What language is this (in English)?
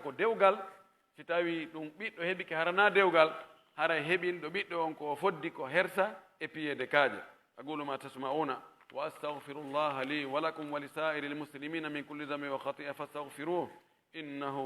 Pular